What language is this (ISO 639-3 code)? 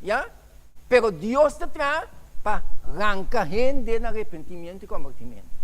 pap